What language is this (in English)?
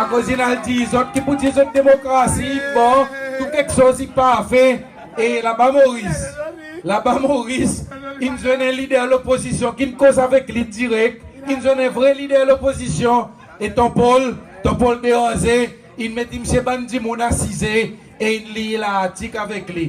Seselwa Creole French